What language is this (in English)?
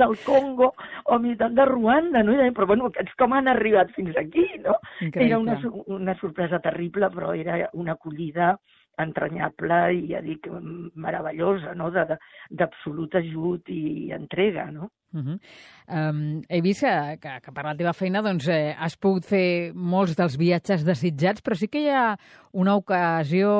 Catalan